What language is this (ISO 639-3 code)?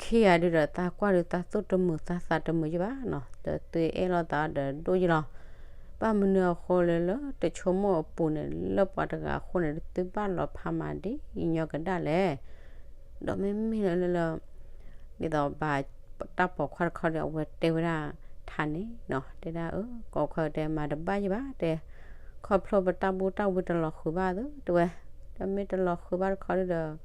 ksw